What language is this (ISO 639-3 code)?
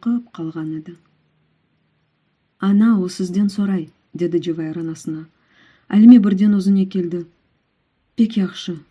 crh